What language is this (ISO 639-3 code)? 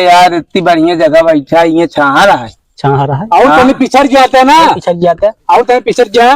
awa